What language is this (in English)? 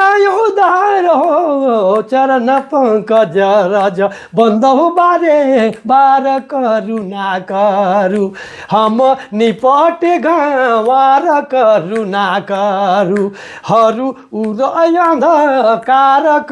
Sadri